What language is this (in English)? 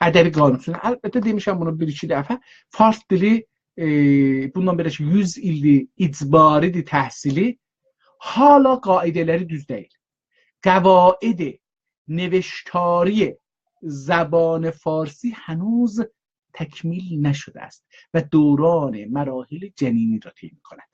South Azerbaijani